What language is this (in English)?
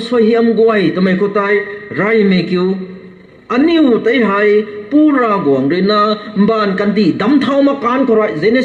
Rongmei Naga